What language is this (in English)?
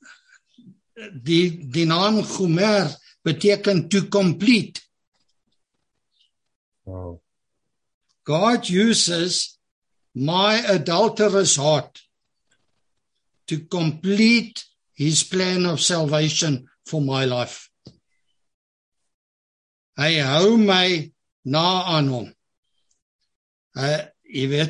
Afrikaans